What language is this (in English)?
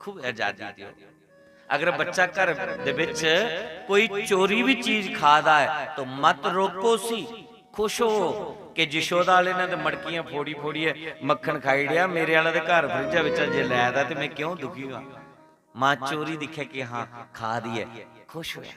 Dogri